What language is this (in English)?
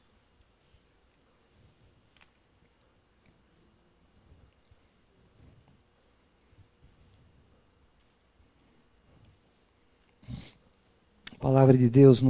Portuguese